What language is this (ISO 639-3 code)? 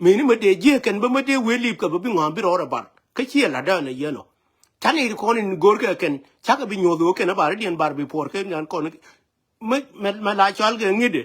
nus